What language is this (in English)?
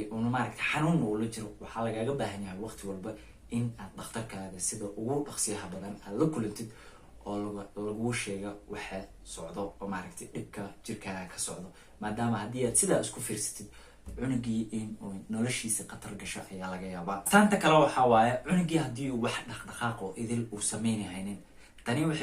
Somali